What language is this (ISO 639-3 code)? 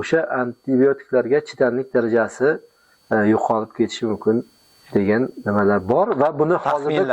uzb